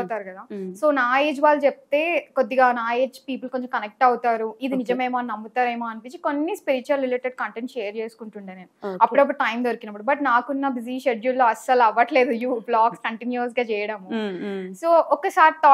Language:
Telugu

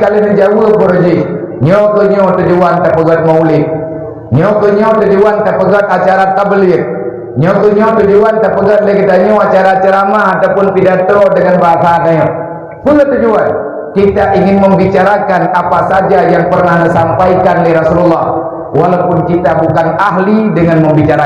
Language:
Achinese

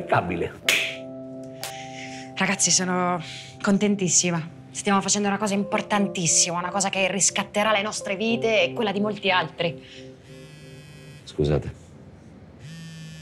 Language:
Italian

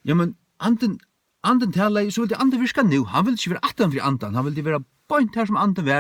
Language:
Faroese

